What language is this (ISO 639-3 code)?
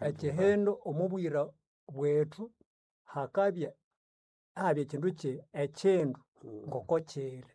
nnb